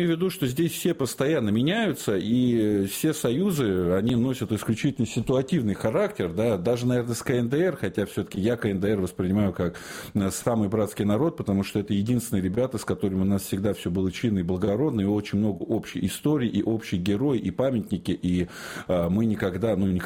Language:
Russian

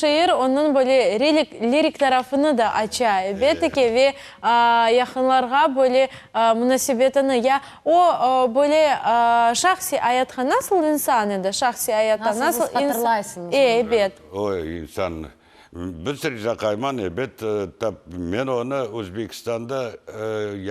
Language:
Crimean Tatar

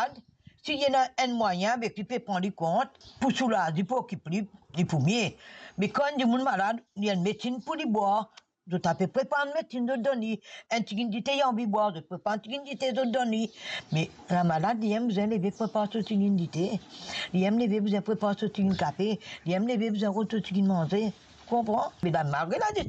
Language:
Morisyen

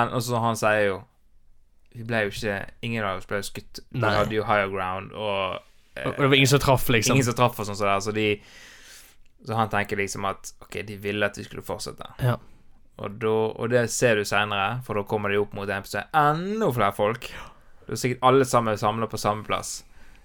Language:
Norwegian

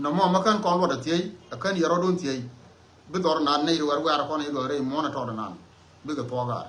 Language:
Nuer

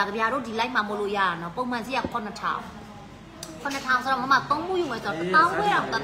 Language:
Burmese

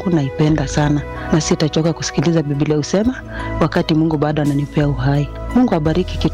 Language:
Swahili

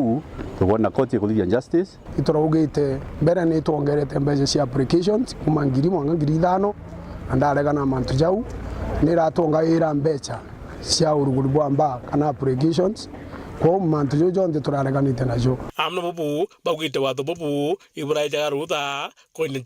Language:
Meru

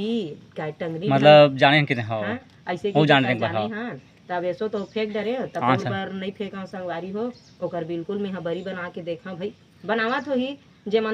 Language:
Chhattisgarhi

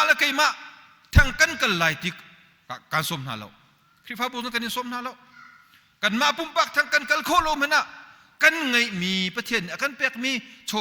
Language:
Hakha Chin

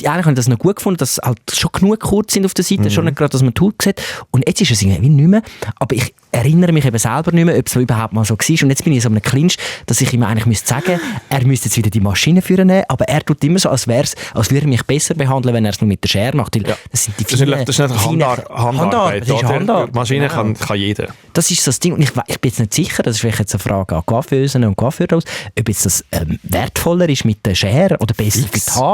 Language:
Swiss German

